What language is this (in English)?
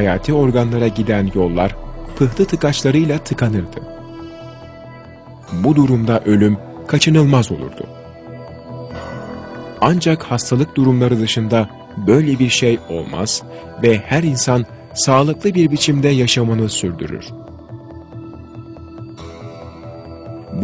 Turkish